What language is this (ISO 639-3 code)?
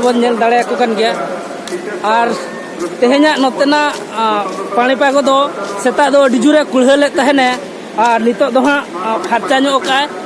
sat